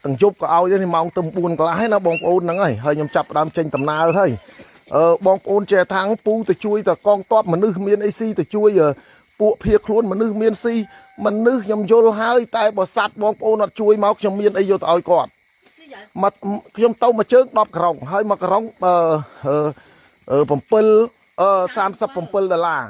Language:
Khmer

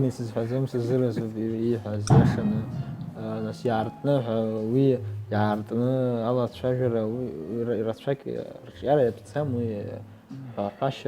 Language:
Abkhazian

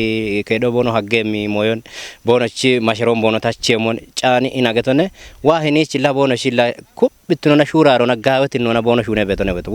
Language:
Kafa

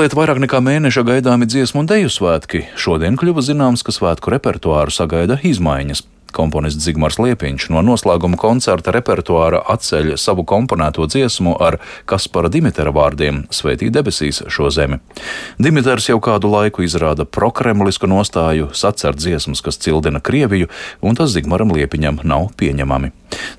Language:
Latvian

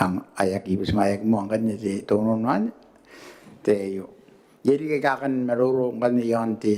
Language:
Gilbertese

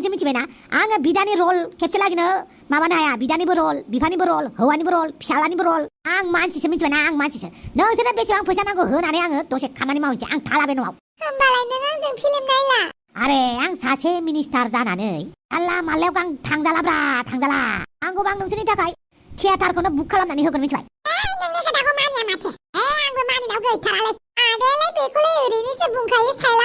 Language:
Bodo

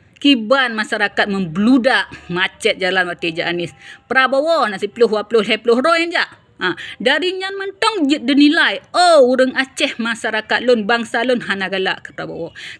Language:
Achinese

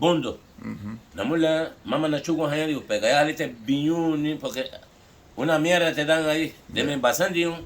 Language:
Garifuna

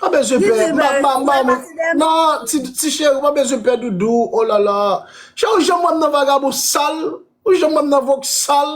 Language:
Haitian Creole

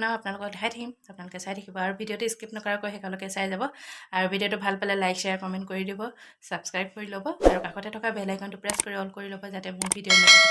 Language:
Assamese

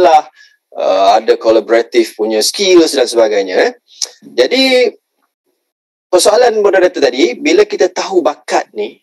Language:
Malay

